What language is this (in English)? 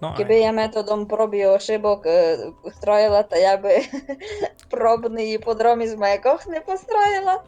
Rusyn